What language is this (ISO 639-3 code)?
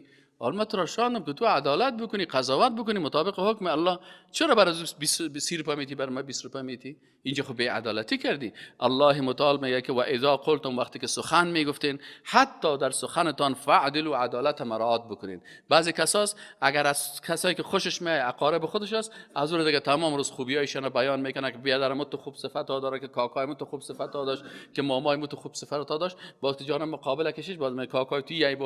fas